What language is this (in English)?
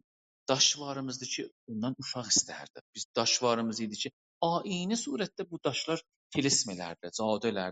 South Azerbaijani